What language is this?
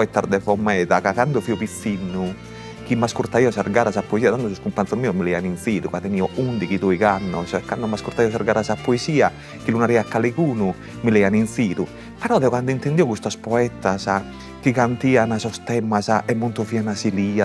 Sardinian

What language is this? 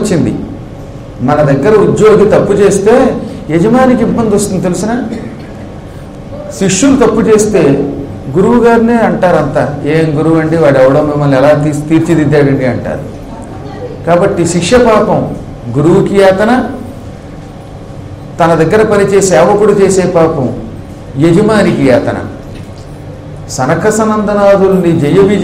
Telugu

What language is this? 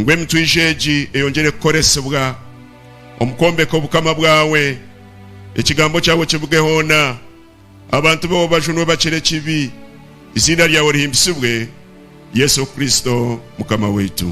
Nyankole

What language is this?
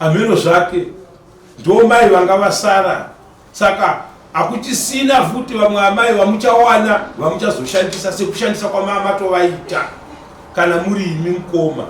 Shona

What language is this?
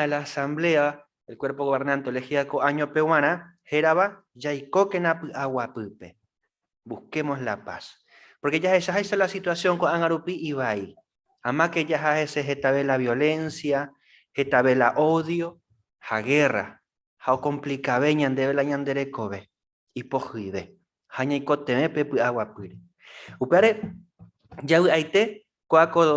Guarani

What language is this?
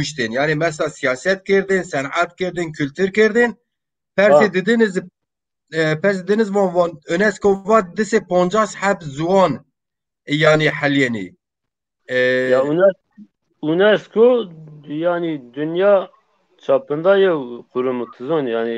Zaza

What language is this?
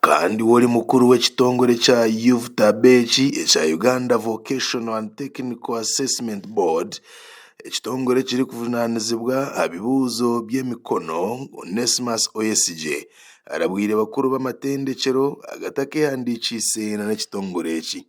Nyankole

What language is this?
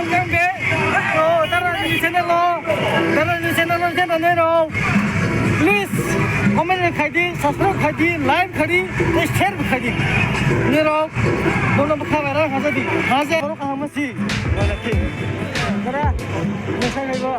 Kok Borok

